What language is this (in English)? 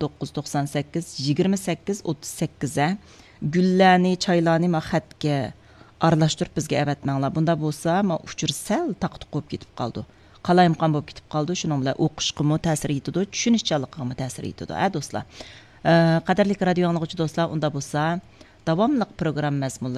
Uyghur